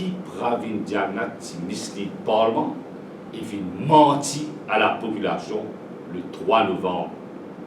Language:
Morisyen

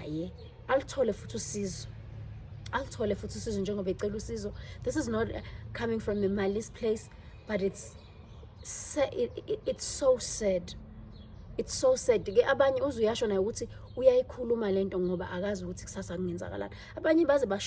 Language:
Zulu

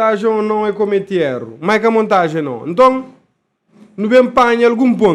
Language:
Kabuverdianu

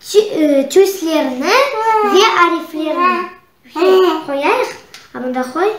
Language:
Crimean Tatar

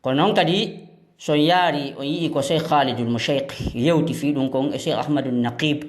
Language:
Fula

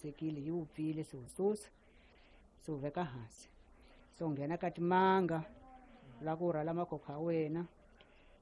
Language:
Tsonga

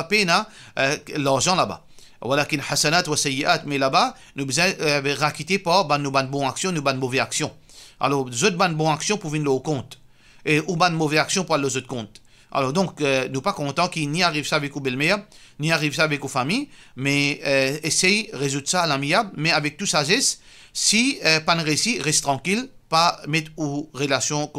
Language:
Morisyen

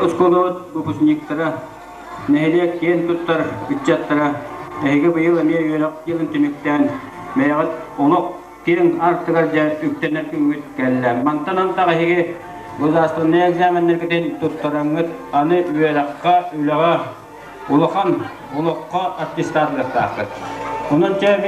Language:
Yakut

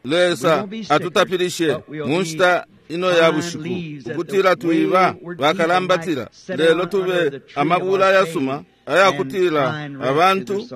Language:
Bemba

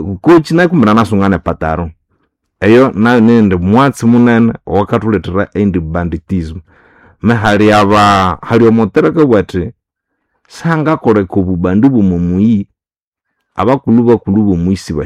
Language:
Nande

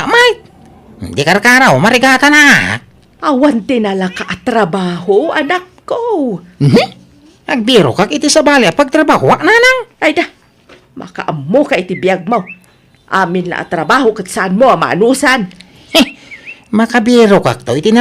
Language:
Iloko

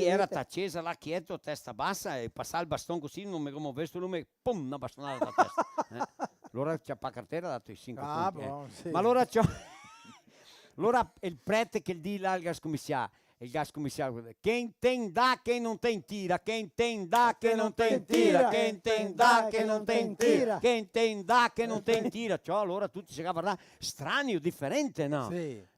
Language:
Venetian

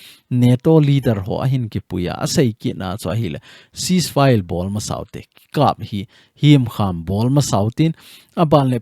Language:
Thado Chin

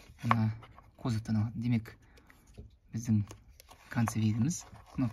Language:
Kazakh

